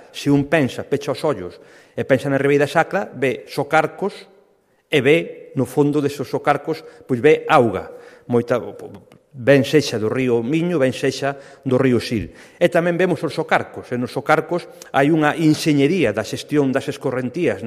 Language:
Galician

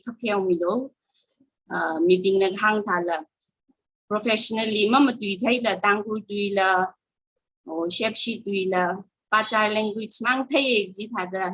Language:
Tangkhul Naga (India)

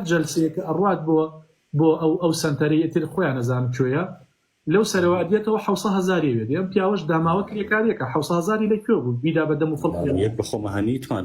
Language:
Central Kurdish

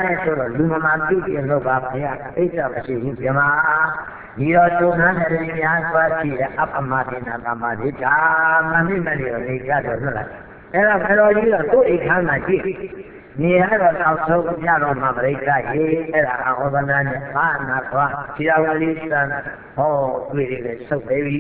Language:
Burmese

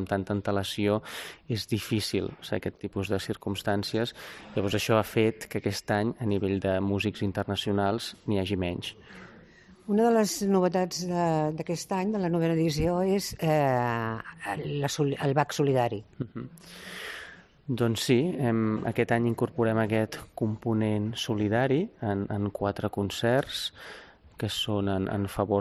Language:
Catalan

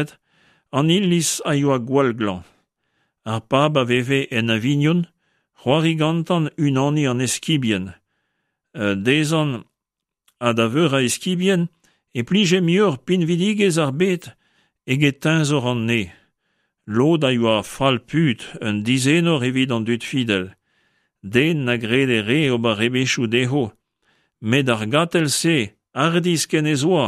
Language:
Breton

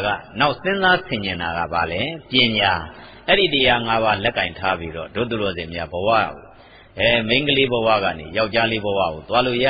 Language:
Burmese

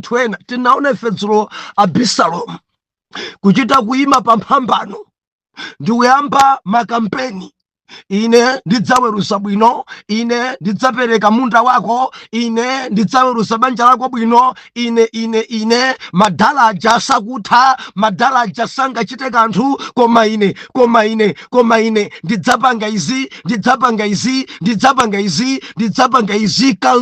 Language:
Nyanja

